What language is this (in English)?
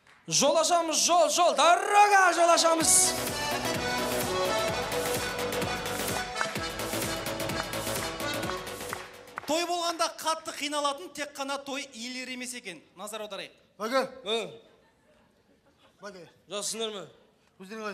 Kazakh